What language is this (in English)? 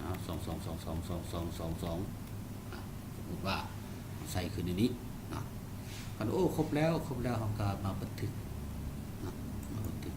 Lao